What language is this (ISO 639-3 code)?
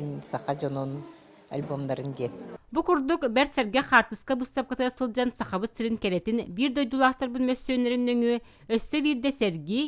sah